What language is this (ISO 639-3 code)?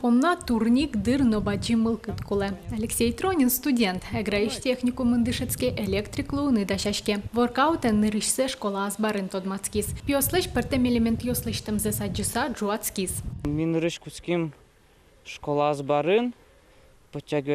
udm